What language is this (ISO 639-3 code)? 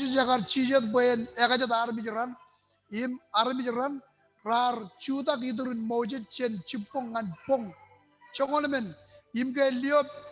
mah